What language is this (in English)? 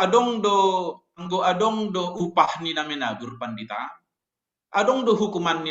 Batak Simalungun